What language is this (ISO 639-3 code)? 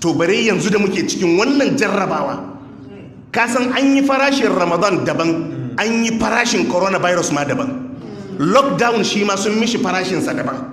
hau